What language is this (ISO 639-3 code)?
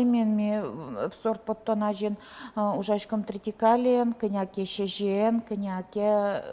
udm